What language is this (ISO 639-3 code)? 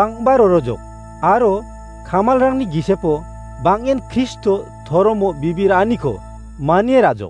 grt